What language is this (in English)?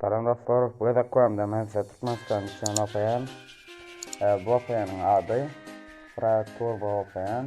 Turkmen